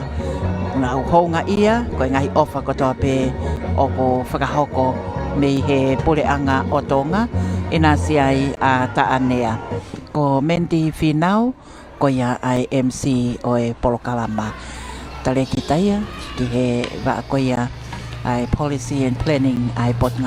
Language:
Tongan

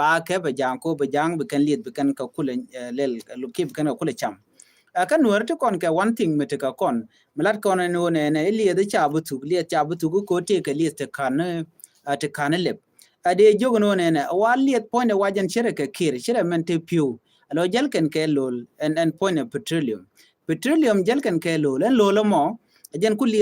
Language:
Nuer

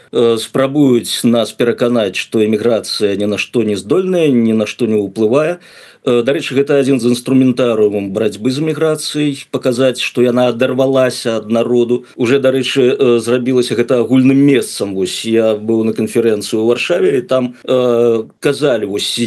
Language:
Belarusian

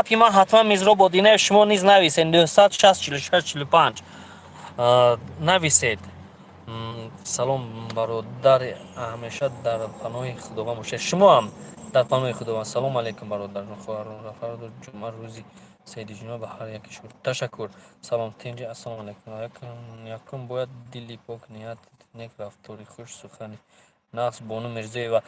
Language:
Tajik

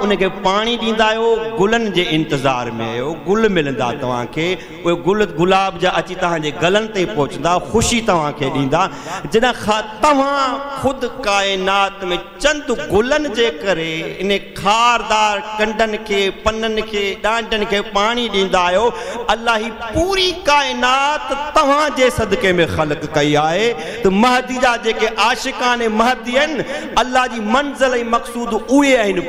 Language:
Sindhi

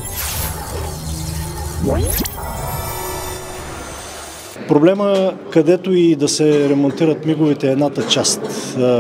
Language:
Bulgarian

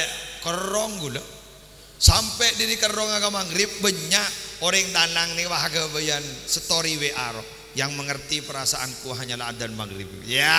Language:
Madurese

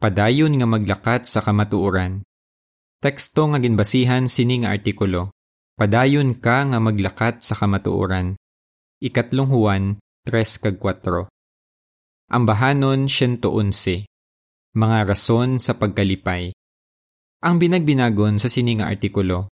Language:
Hiligaynon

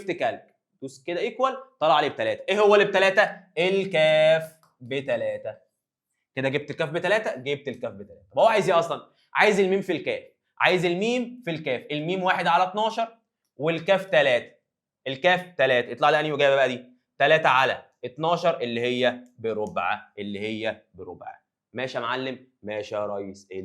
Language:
Egyptian Arabic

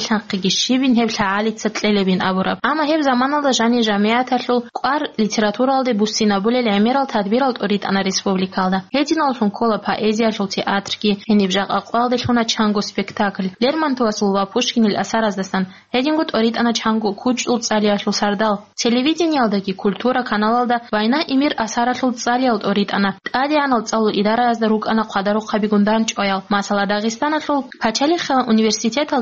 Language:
Avaric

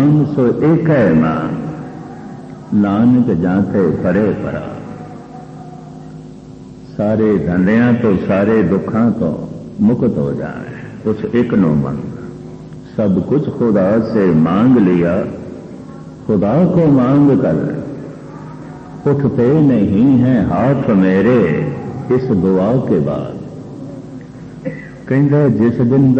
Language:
Punjabi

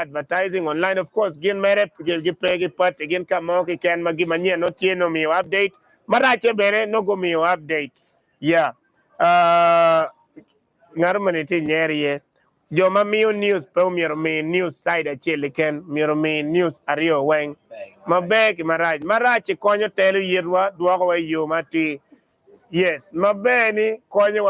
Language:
Acoli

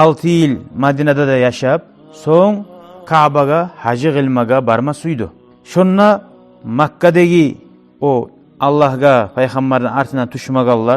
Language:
Kumyk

